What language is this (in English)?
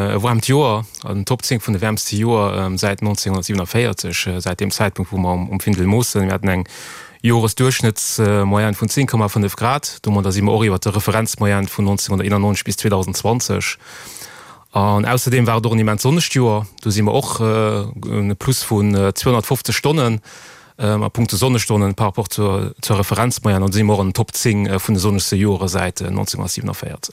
Luxembourgish